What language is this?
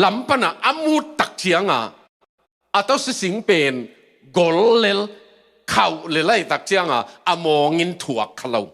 Tedim Chin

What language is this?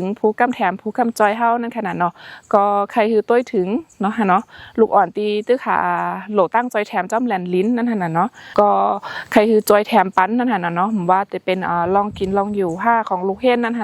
Shan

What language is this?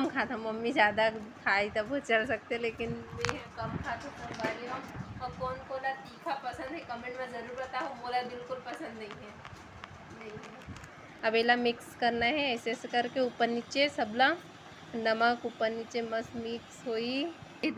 Chhattisgarhi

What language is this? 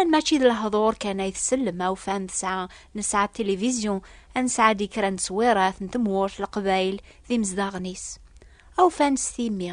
Kabyle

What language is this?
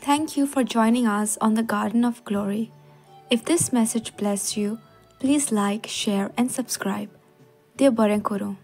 Konkani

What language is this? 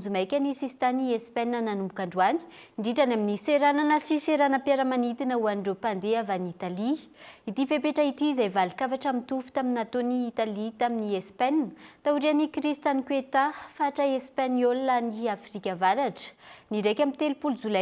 Malagasy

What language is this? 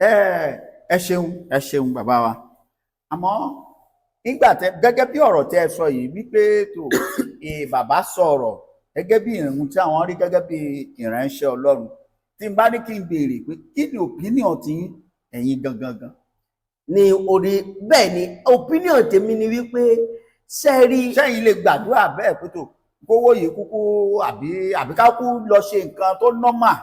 Yoruba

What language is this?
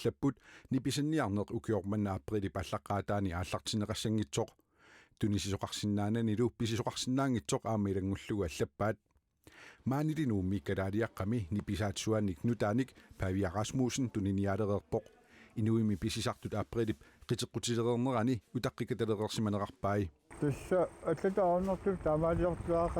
Kalaallisut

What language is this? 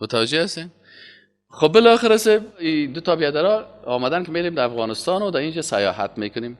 Persian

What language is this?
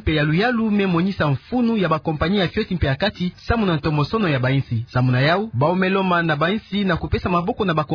Kituba (Democratic Republic of Congo)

